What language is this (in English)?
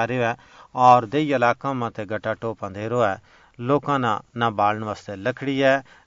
Gujari